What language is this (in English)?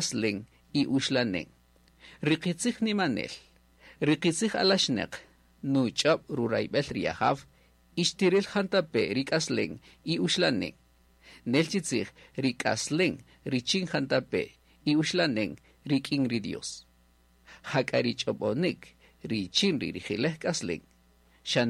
Kaqchikel